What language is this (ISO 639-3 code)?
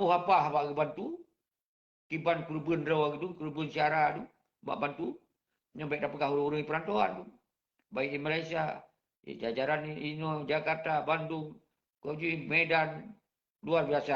ace